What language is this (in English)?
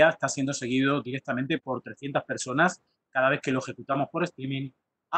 Spanish